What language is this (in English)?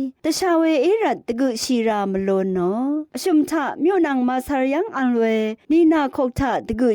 Rawang